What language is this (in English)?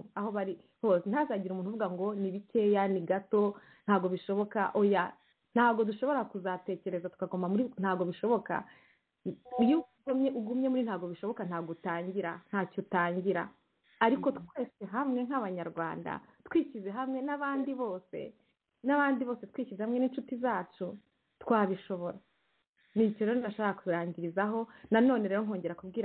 Kinyarwanda